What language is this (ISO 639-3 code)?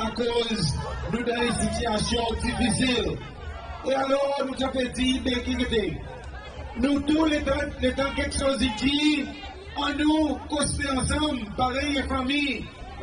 crs